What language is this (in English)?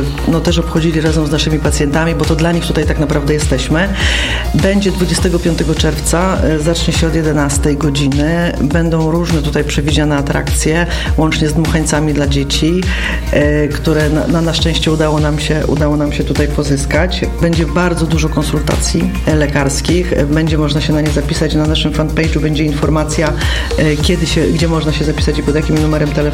Polish